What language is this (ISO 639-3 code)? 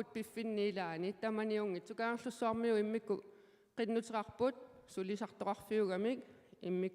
kal